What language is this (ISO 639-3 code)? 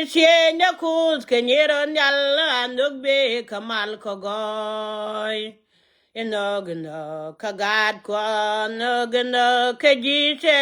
nus